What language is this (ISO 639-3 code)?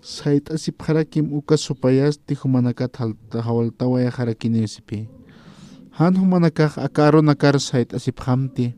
aym